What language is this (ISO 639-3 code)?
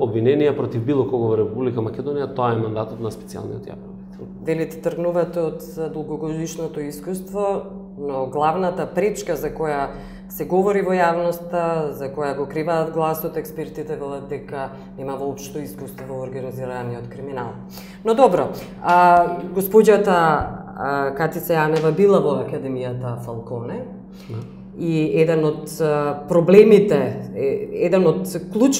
mkd